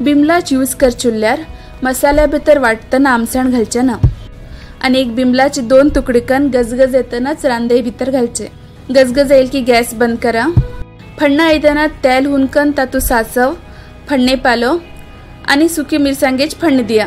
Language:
Konkani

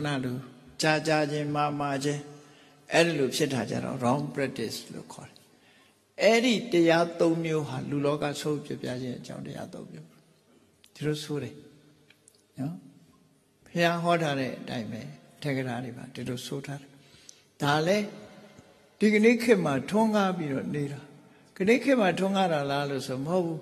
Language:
Burmese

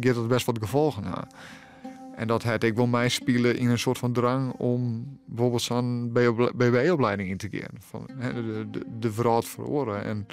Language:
Western Frisian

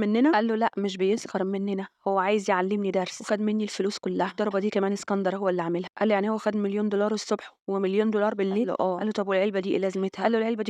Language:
Egyptian Arabic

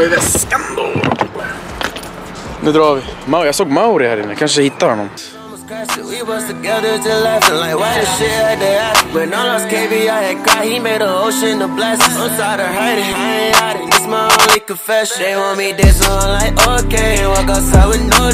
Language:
Swedish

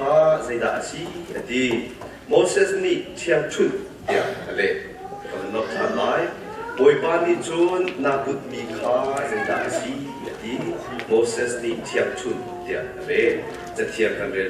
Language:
Hakha Chin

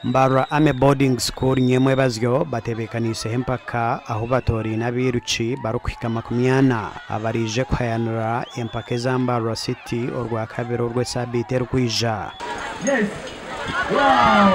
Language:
Nyankole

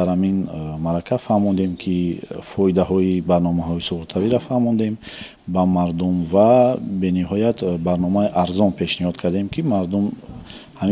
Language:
Tajik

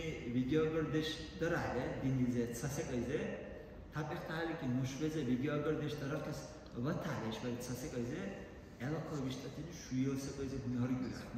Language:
Dargwa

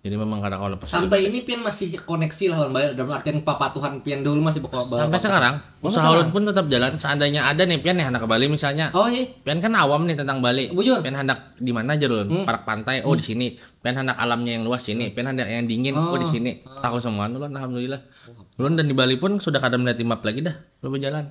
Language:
Banjar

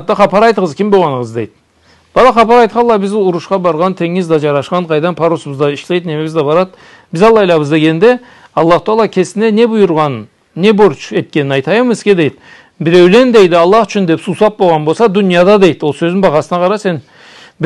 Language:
Karachay-Balkar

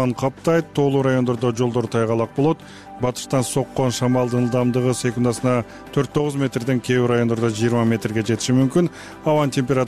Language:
Kyrgyz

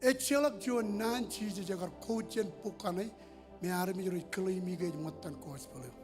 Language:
Marshallese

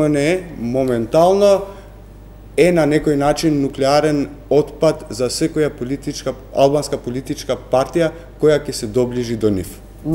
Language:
Macedonian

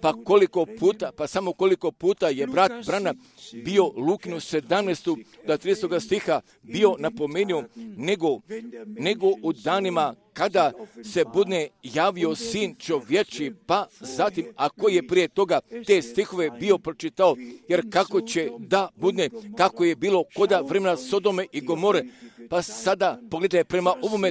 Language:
Croatian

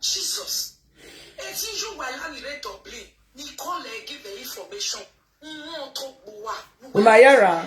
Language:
Nigerian Pidgin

